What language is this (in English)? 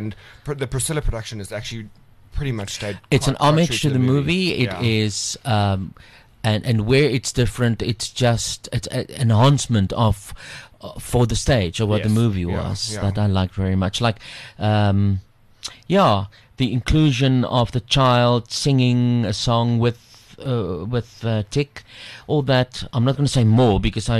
English